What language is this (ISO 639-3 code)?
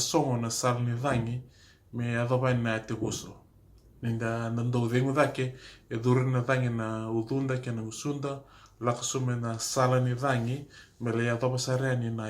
fij